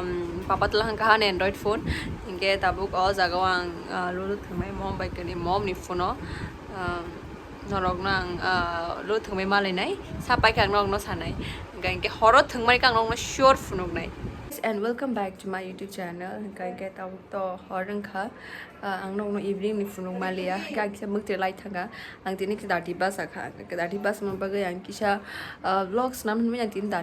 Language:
Kok Borok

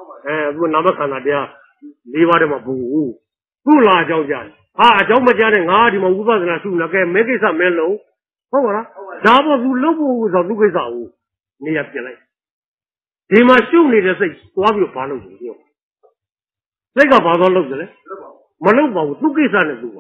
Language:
Burmese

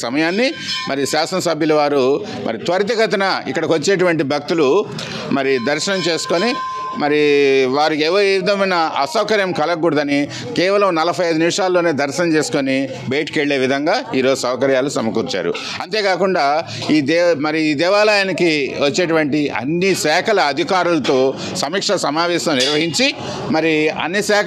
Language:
Telugu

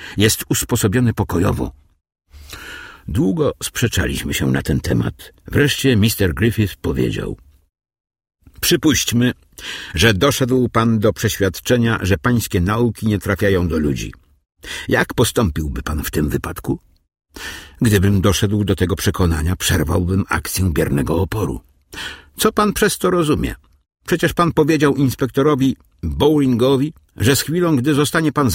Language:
Polish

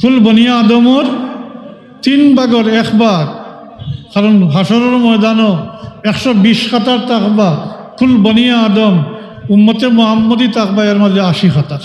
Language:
Sylheti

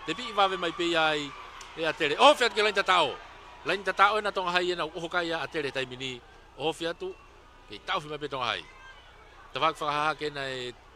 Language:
Tongan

